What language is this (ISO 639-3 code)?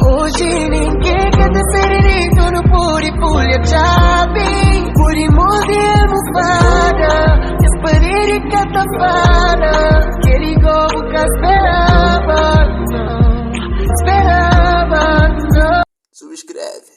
kea